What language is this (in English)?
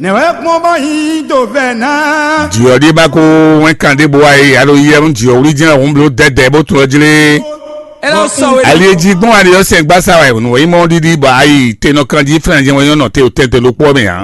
Fon